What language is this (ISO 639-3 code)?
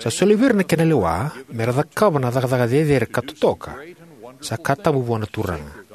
fij